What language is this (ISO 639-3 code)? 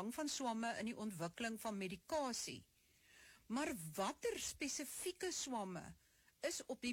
afr